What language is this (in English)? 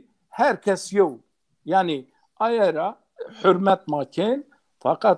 Zaza